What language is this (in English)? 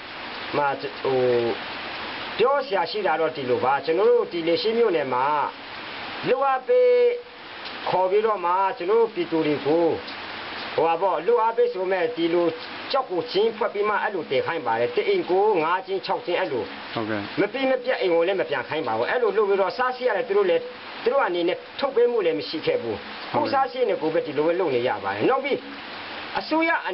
Burmese